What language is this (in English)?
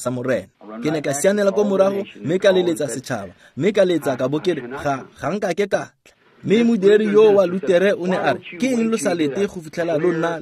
Tswana